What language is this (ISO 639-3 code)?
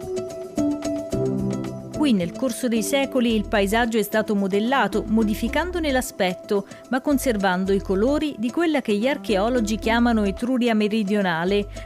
ita